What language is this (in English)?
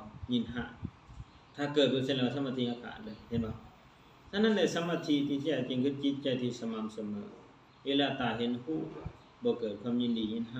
Lao